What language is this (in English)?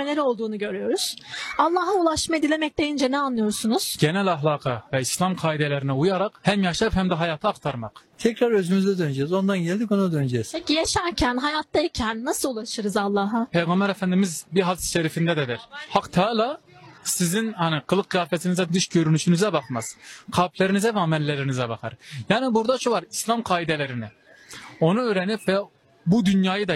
Turkish